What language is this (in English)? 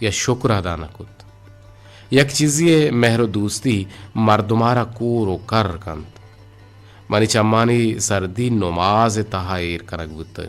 Eastern Balochi